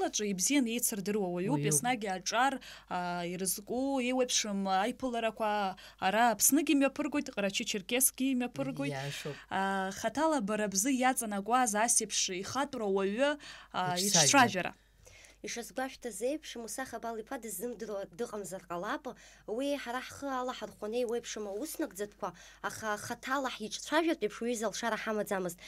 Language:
Abkhazian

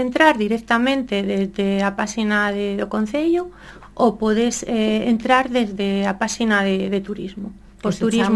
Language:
Galician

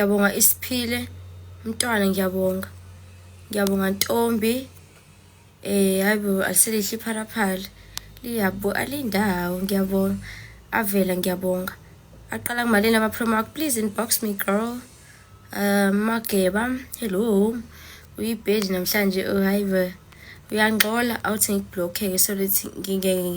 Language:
Zulu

